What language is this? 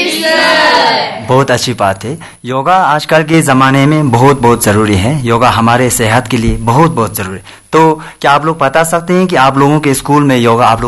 Hindi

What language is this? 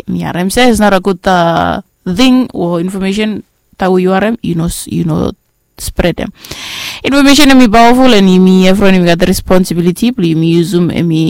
Bislama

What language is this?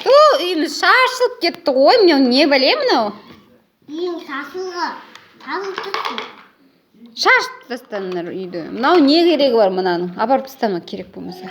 Kazakh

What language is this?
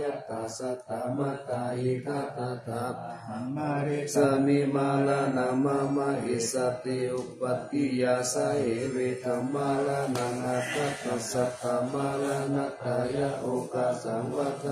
Pali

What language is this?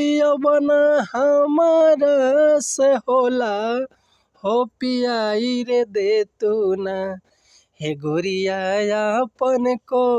Bhojpuri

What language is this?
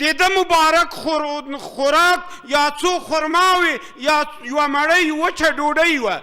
Pashto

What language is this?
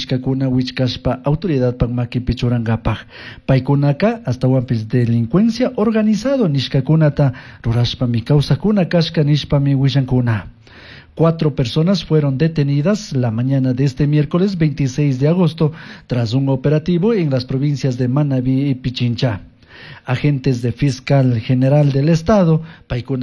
Chimborazo Highland Quichua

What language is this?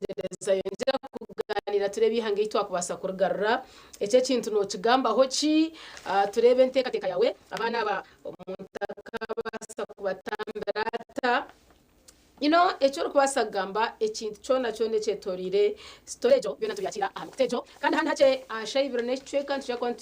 Nyankole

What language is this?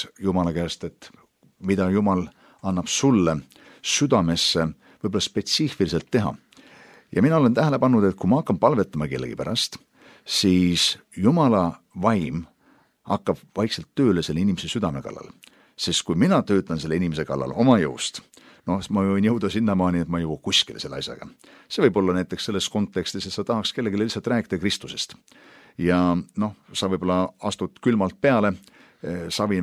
Estonian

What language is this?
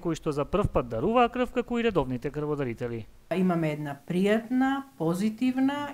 Macedonian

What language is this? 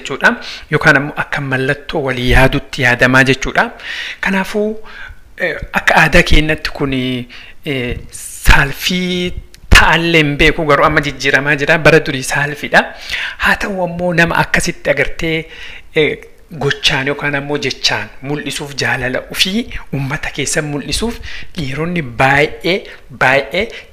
Oromo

